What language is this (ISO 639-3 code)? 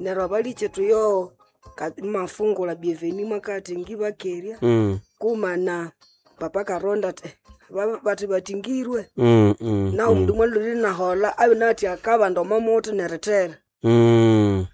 nnb